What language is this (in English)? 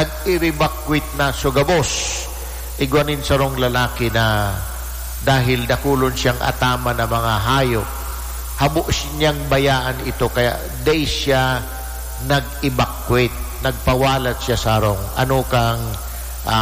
Bikol